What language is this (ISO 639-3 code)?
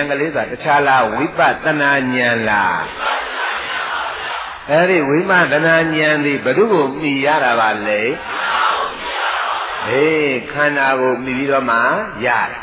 mya